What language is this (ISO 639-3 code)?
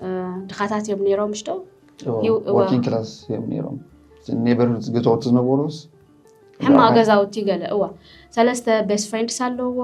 tir